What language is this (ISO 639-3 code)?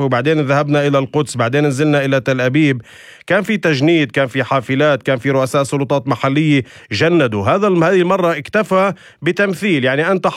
apc